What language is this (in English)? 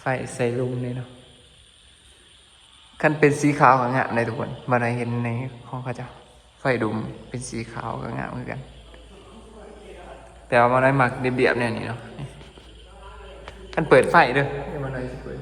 Lao